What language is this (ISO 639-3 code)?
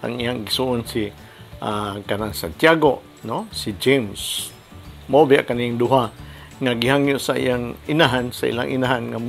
ceb